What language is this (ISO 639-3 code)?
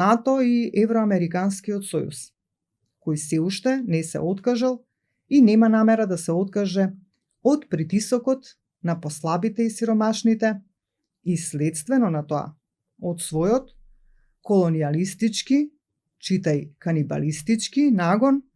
mkd